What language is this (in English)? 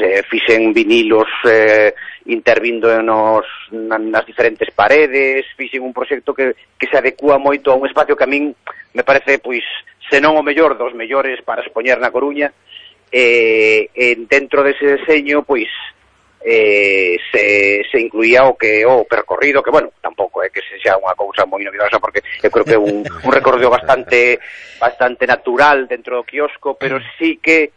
Galician